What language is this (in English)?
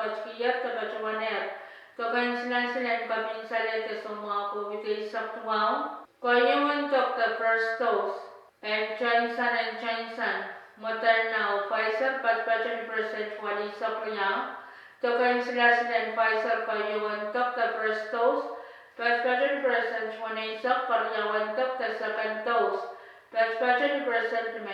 Pohnpeian